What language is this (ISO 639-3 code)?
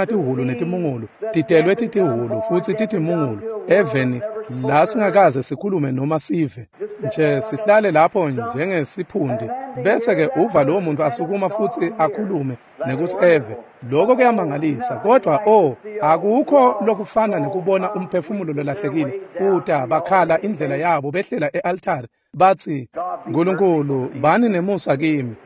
ssw